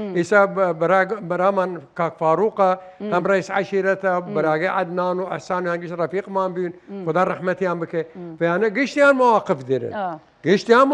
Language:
Southern Kurdish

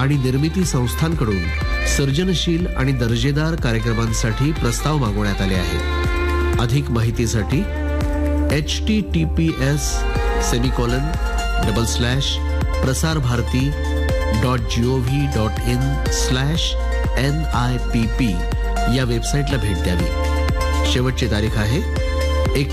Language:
Marathi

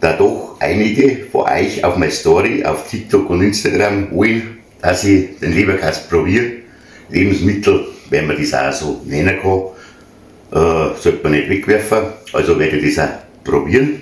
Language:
Bavarian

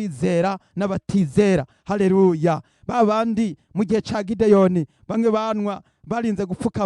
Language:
Rundi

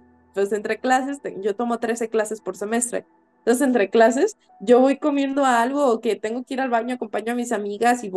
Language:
Spanish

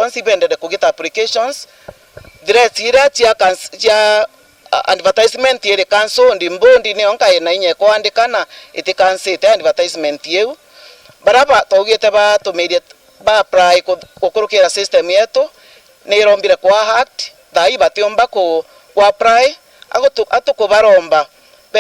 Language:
Meru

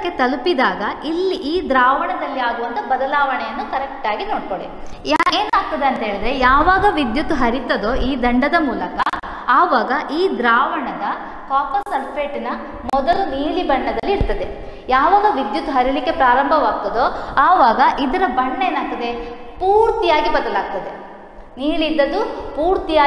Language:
Kannada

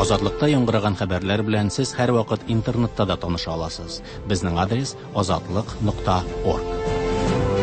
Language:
Tatar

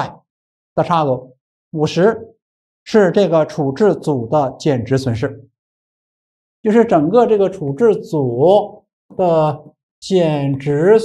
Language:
Chinese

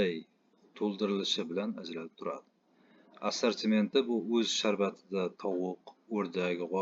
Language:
Uzbek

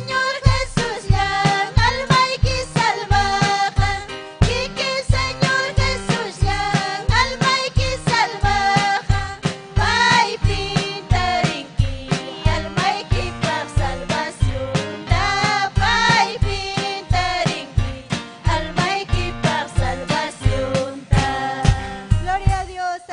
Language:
Ayacucho Quechua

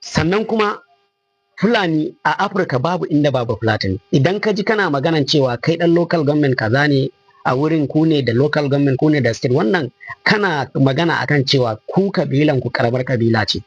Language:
Hausa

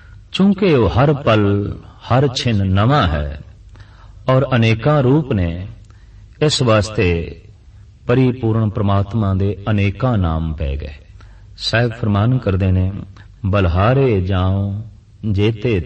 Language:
Punjabi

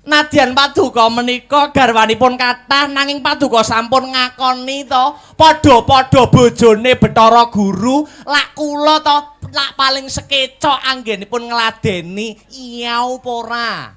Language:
Javanese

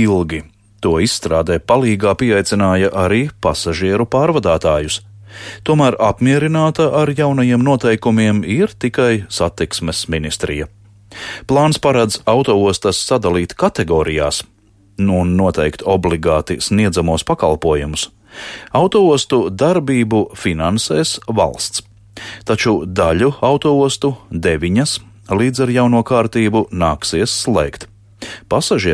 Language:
Latvian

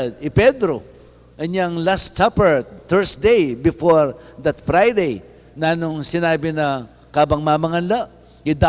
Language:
Pampanga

